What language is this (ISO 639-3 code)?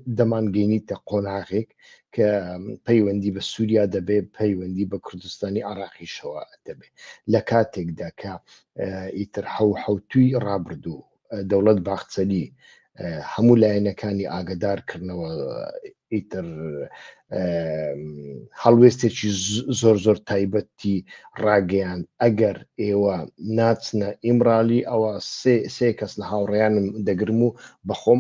ckb